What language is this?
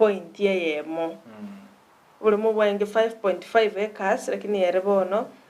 Gusii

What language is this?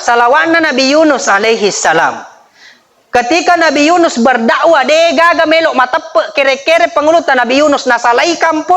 Buginese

